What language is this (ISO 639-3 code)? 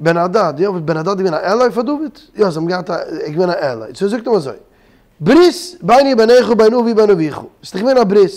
yid